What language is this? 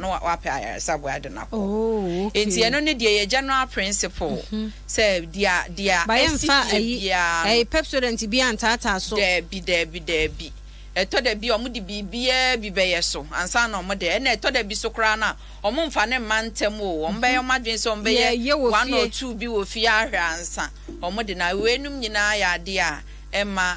Akan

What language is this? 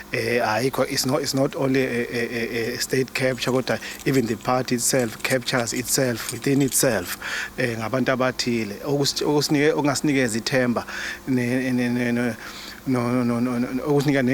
Zulu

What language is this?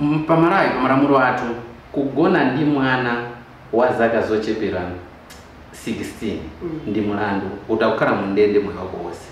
Nyanja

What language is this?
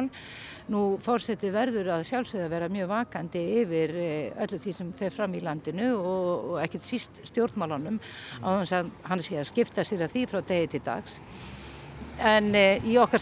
Icelandic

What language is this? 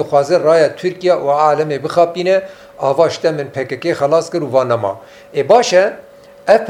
Kurdish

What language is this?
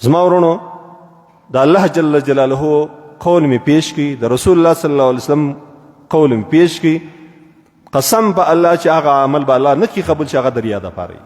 Pashto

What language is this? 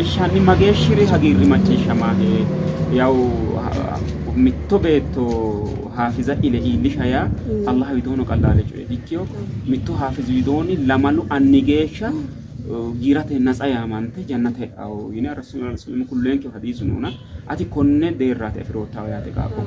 Sidamo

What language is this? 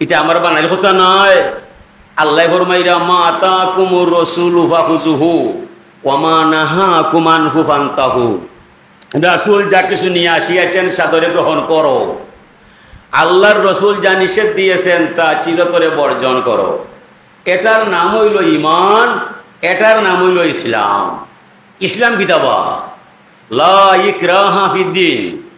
Sylheti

